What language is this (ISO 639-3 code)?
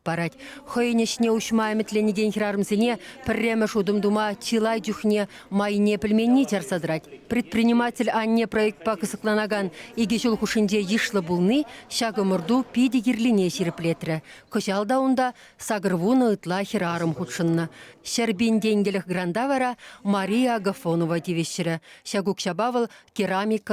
chv